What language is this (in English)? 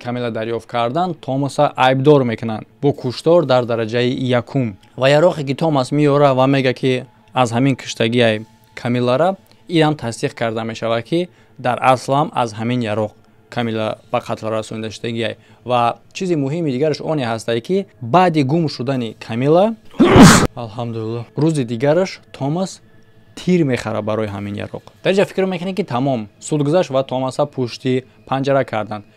Tajik